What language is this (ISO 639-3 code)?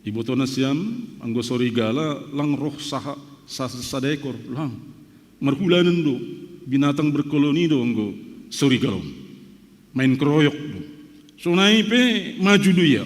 bts